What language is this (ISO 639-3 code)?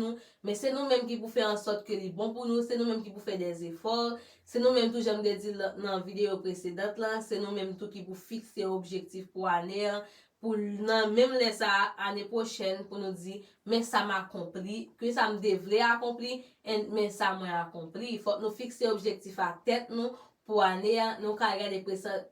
hat